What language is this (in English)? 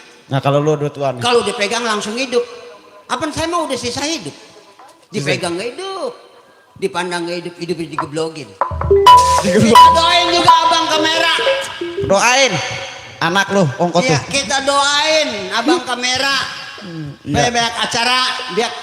Betawi